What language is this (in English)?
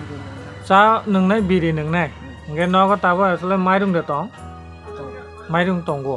Kok Borok